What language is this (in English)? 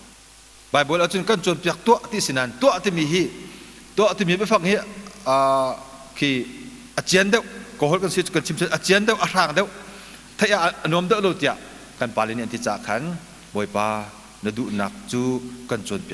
Hakha Chin